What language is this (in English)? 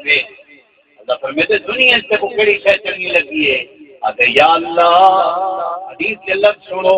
Saraiki